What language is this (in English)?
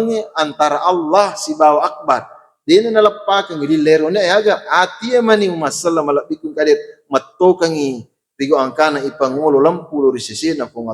Buginese